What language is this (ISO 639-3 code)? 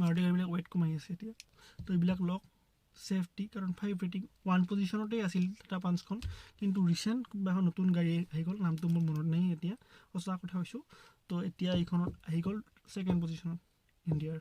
asm